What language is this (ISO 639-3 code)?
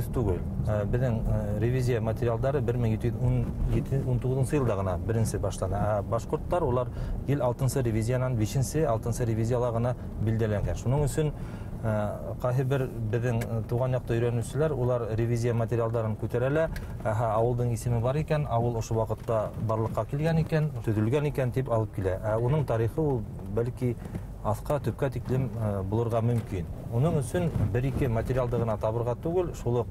bak